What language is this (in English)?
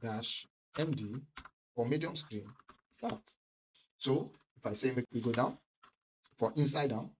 Nigerian Pidgin